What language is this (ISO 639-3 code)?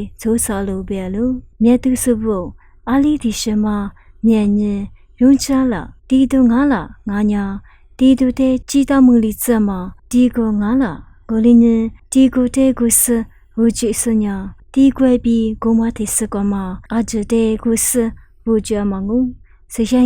lis